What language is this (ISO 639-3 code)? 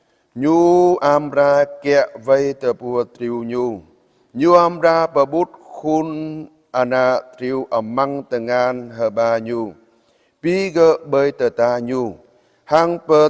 jra